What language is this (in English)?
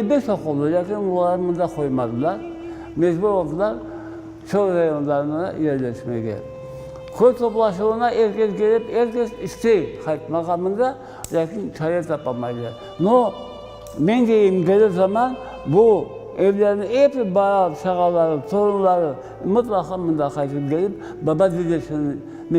Crimean Tatar